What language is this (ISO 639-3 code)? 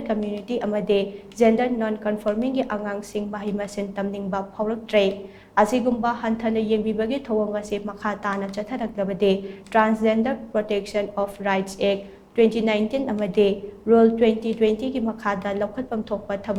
mni